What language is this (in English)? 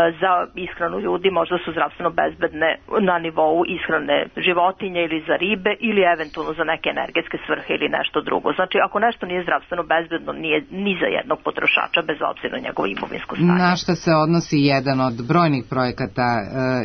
Serbian